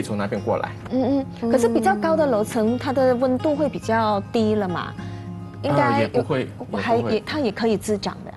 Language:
Chinese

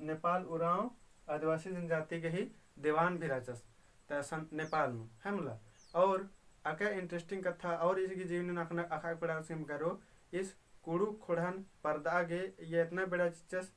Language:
Kurukh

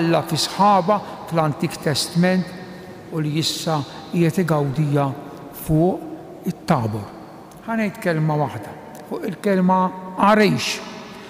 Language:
Maltese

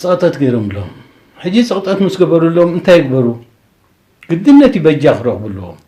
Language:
Tigrinya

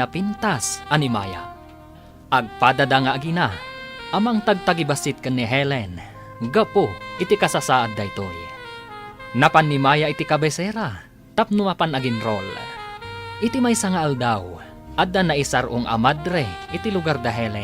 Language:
Iloko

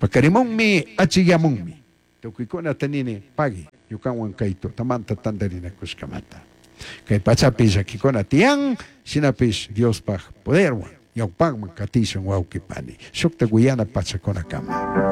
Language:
Chimborazo Highland Quichua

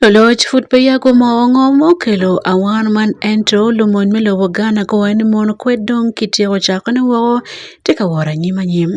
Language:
Acoli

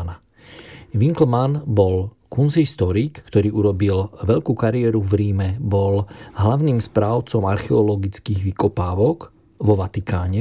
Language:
Slovak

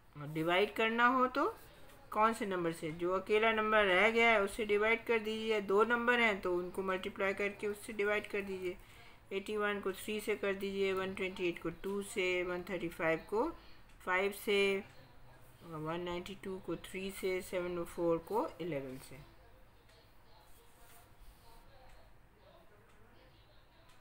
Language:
Hindi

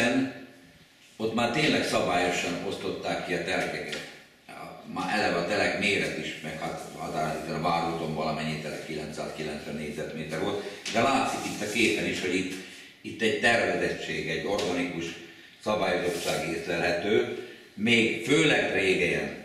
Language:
Hungarian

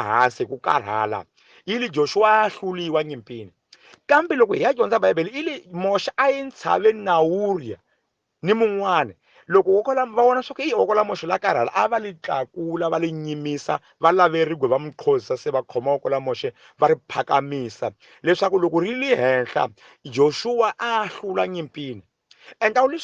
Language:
Tsonga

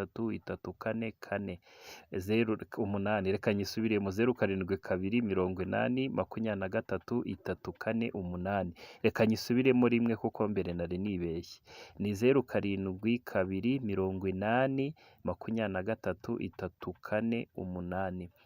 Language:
Kinyarwanda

